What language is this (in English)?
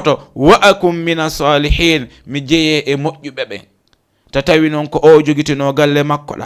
Fula